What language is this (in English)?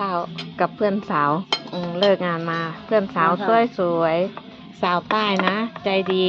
Northeastern Thai